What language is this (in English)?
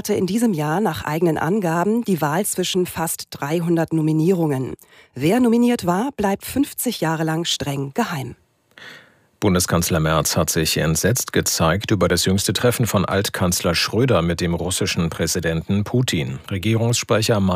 German